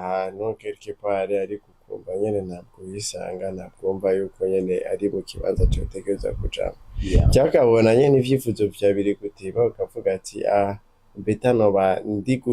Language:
Rundi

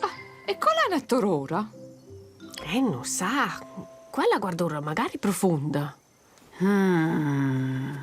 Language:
Romansh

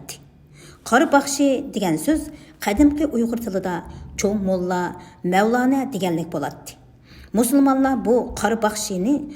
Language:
Uyghur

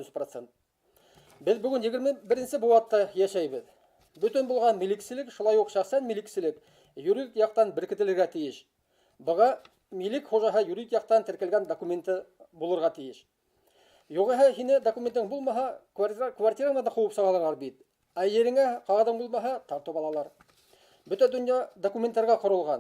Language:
Bashkir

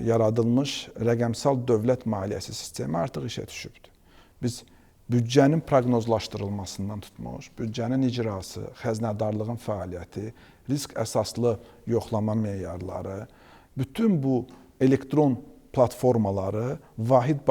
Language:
Azerbaijani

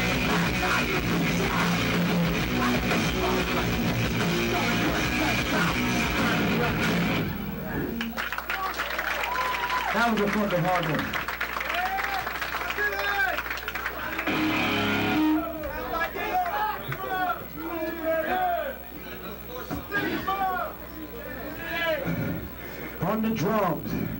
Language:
English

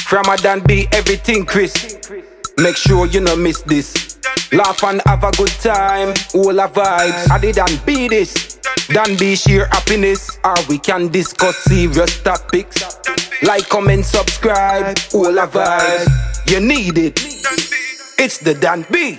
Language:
Jamaican Creole English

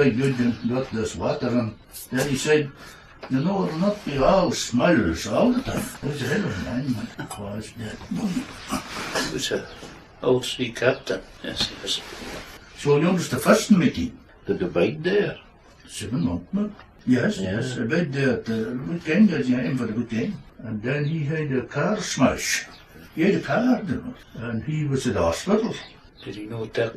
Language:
Scots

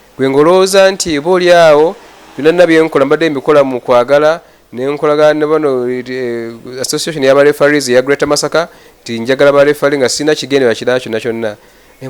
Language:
Ganda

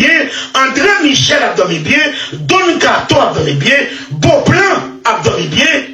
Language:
Haitian Creole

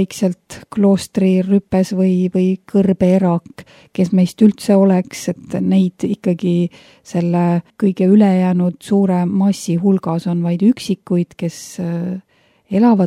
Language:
Estonian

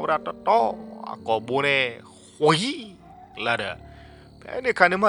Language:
S'gaw Karen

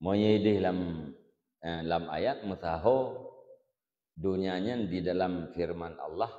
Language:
Achinese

